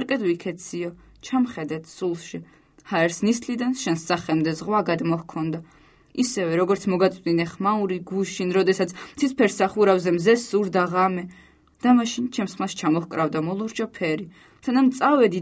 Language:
Georgian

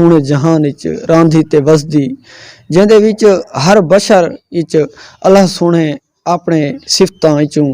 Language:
Saraiki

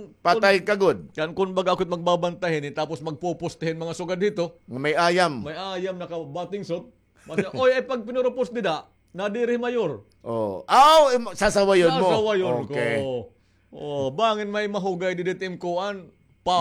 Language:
Waray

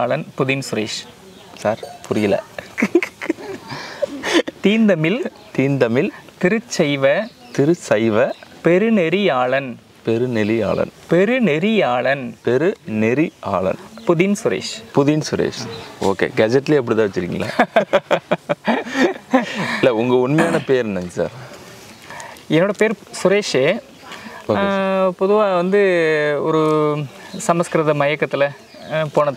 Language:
Tamil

